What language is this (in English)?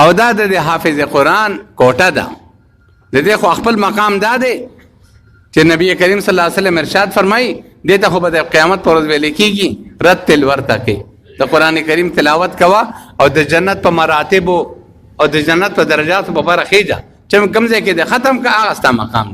Pashto